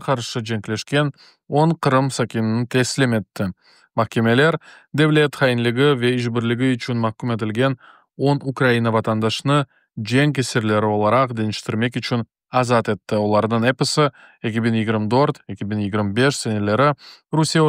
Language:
Crimean Tatar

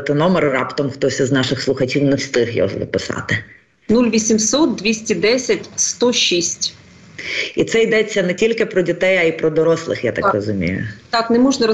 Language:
Ukrainian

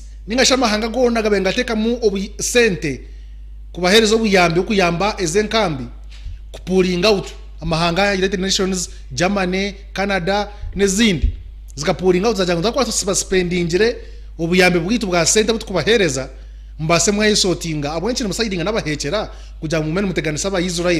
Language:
Nyankole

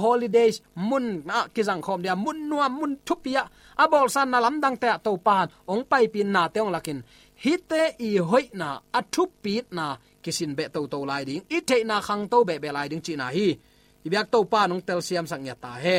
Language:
Tedim Chin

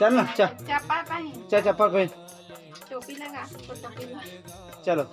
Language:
Chhattisgarhi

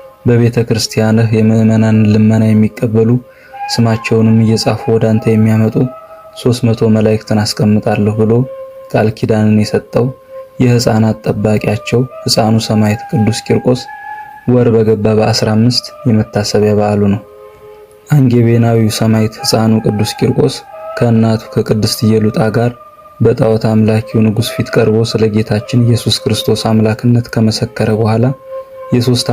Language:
Amharic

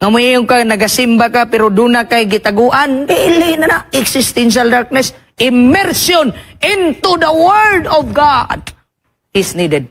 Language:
Cebuano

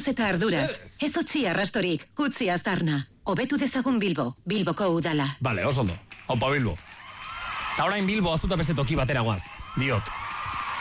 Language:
Basque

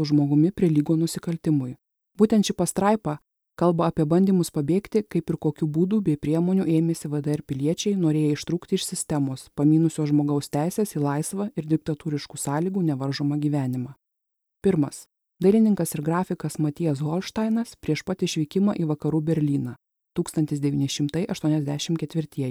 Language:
Lithuanian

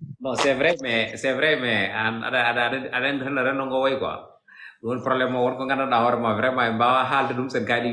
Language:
Fula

